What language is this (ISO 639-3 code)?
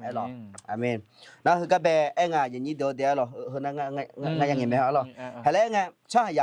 ahk